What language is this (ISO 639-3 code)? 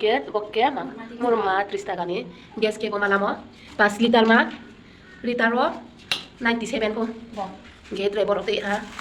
ria